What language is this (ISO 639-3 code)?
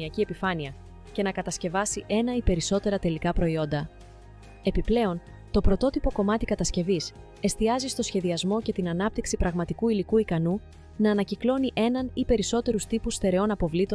ell